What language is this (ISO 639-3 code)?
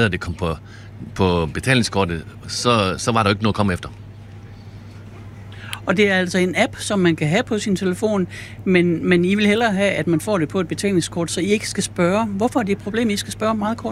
dan